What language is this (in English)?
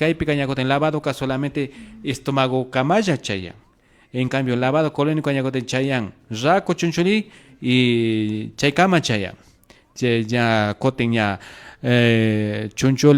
Imbabura Highland Quichua